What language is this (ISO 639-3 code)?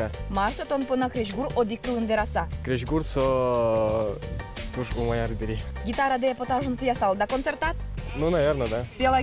udm